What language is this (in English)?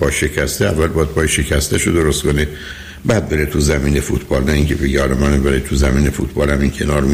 Persian